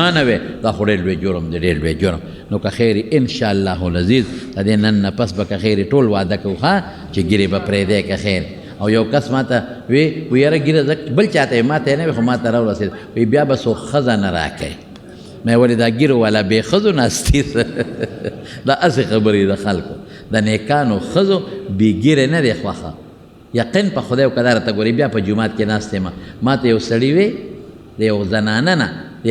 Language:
Pashto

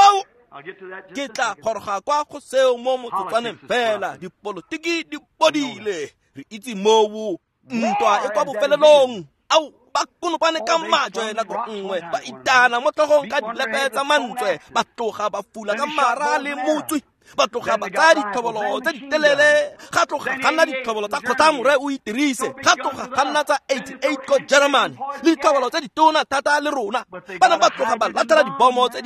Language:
Tswana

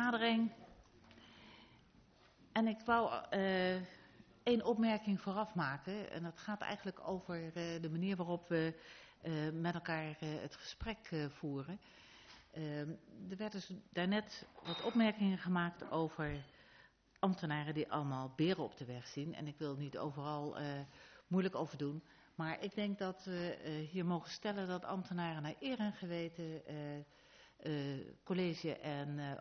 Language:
Dutch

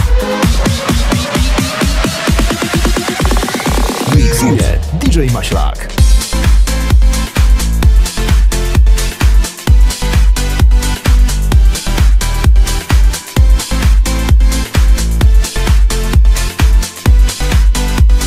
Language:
Polish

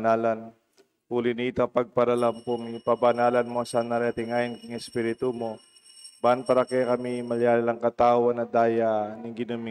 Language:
Pampanga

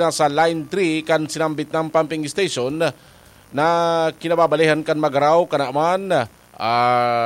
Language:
Bikol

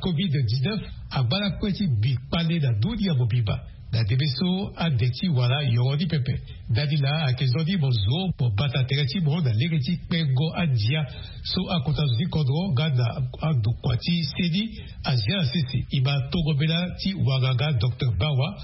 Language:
Sango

